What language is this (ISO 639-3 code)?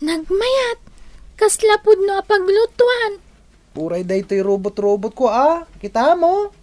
ilo